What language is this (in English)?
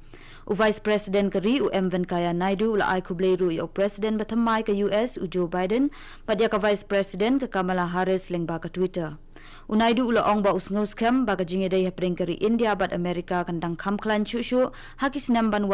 Khasi